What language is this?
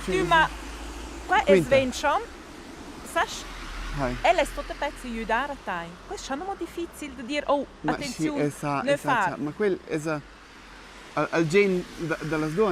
Romansh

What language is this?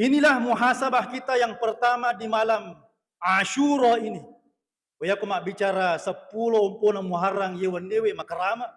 Buginese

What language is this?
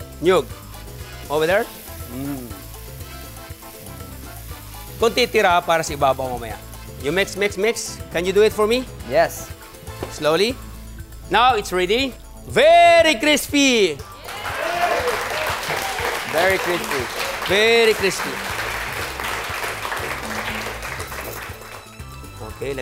Filipino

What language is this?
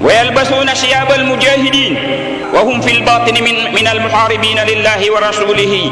Maranao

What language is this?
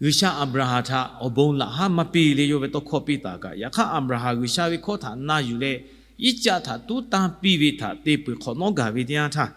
Lahu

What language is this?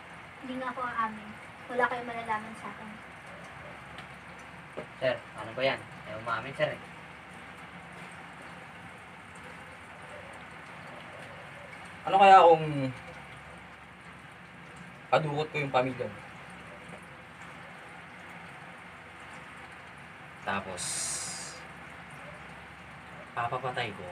Filipino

